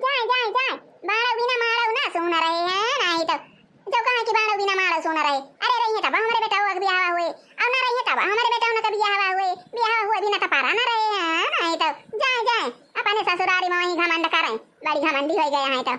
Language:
Awadhi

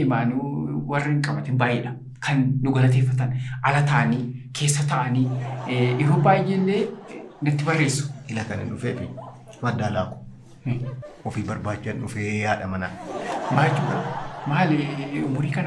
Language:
Oromo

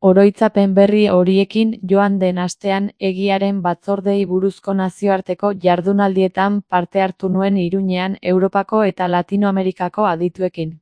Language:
Basque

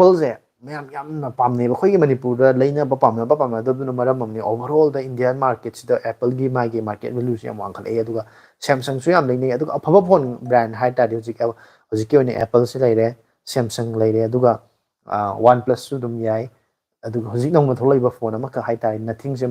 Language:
Manipuri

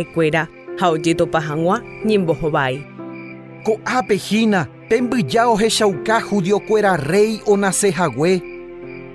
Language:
Guarani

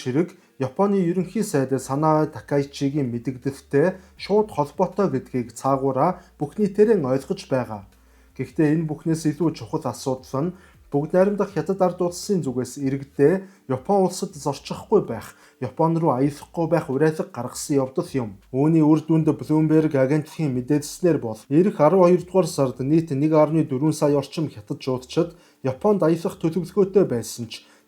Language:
Mongolian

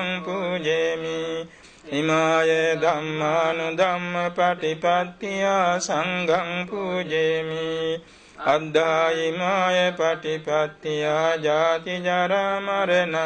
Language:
Pali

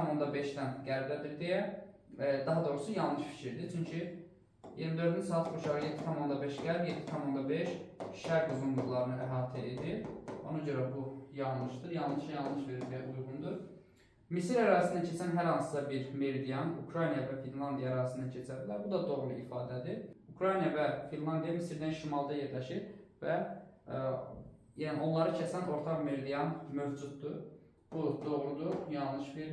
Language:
Azerbaijani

